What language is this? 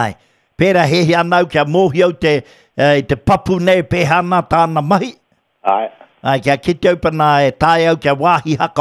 Māori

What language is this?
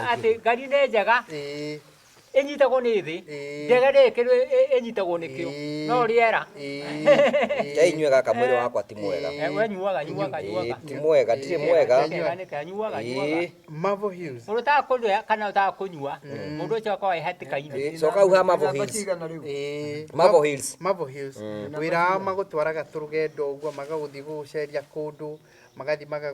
Kikuyu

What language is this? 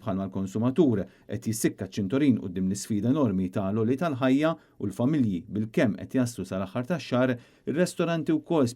Maltese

